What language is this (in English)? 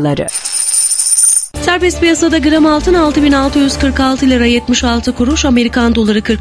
Turkish